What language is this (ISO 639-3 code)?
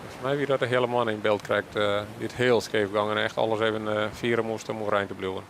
fry